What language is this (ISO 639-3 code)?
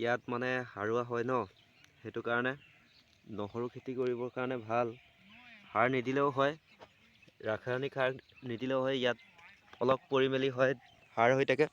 asm